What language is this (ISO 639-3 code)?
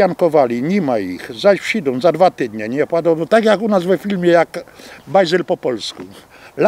szl